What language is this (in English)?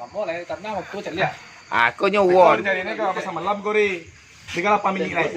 Minangkabau